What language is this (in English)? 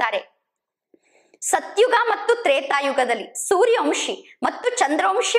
Kannada